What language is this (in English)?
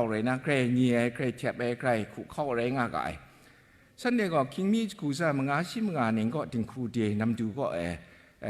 Kachin